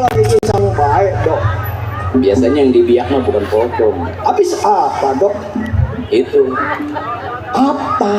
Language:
Betawi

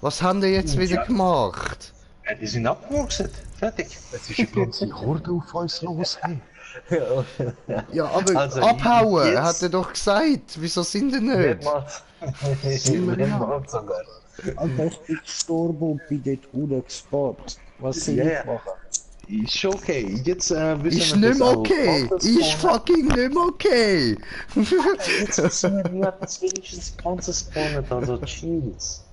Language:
Swiss German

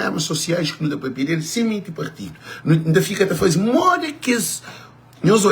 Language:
Kabuverdianu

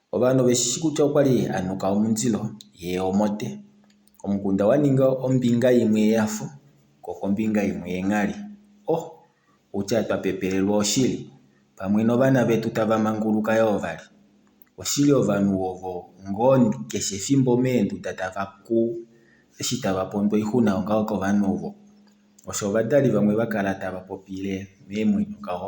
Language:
Kuanyama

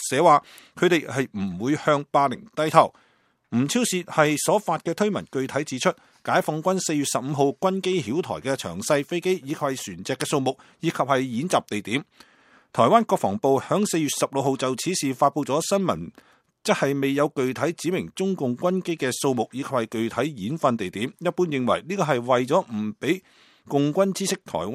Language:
Cantonese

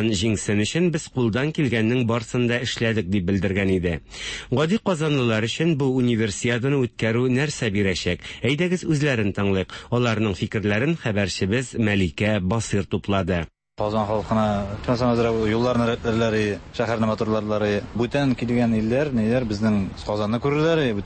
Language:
Tatar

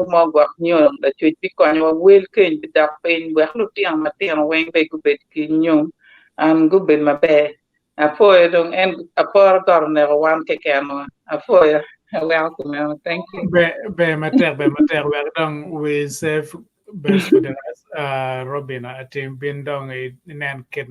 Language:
Acoli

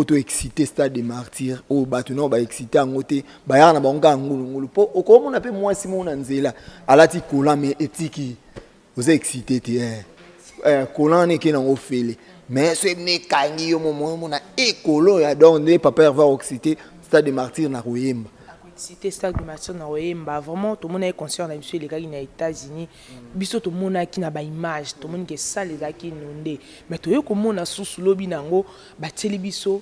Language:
Lingala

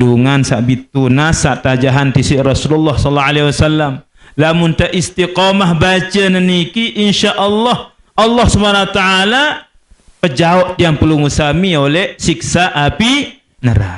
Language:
Sasak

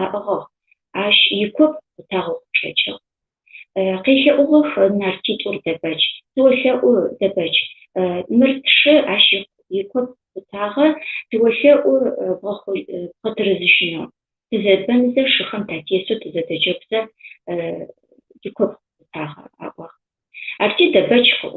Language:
Adyghe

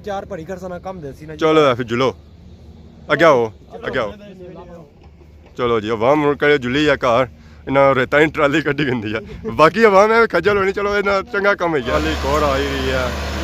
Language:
Pahari-Potwari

